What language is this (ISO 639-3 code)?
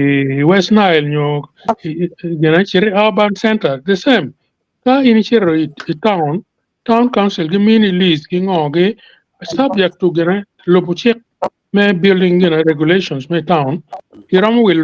ach